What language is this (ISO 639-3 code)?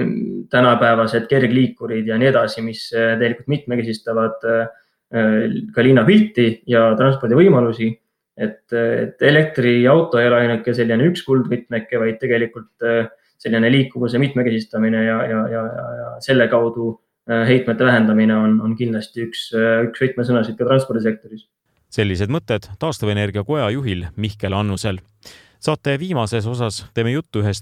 est